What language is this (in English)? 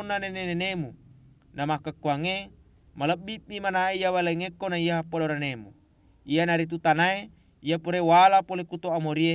Buginese